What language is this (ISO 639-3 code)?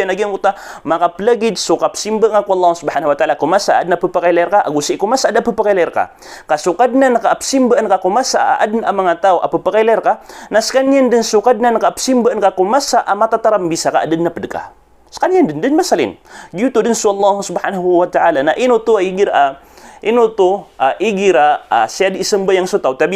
mrw